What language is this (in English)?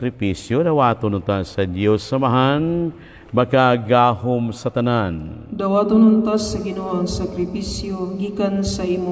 Cebuano